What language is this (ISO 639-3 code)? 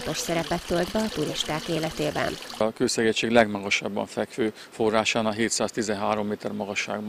hun